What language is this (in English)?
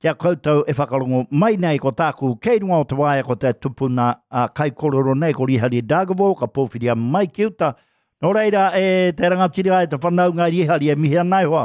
Māori